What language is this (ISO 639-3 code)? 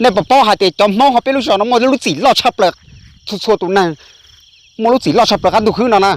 hmn